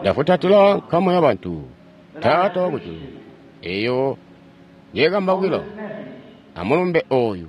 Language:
Tonga (Zambia)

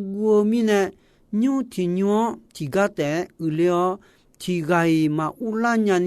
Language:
Akha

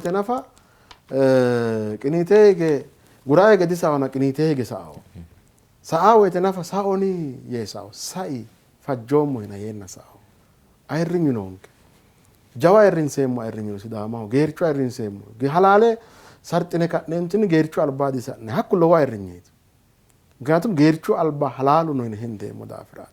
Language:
Sidamo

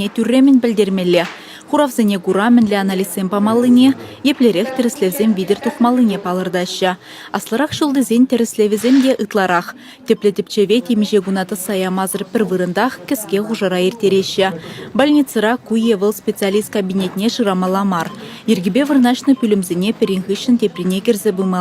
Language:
Chuvash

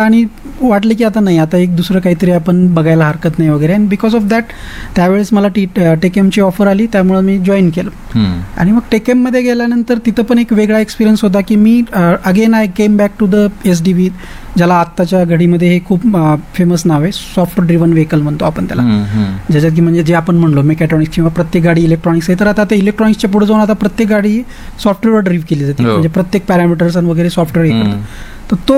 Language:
Marathi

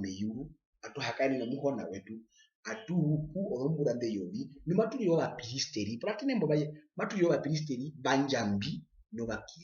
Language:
Herero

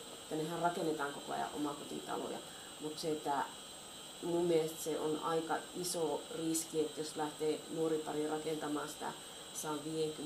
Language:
Finnish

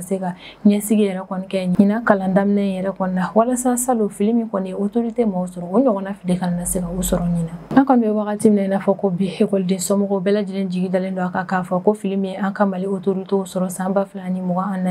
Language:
Bambara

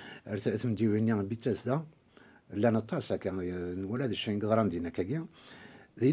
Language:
Kabyle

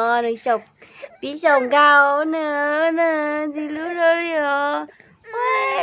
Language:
Hmong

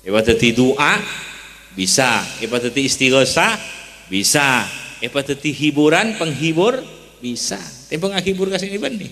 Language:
Madurese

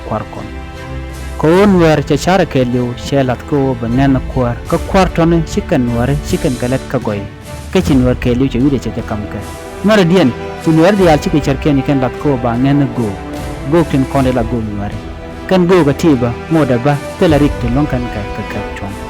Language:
Nuer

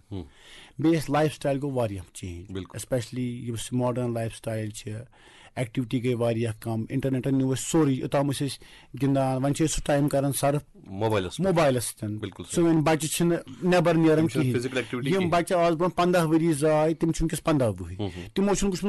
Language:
Kashmiri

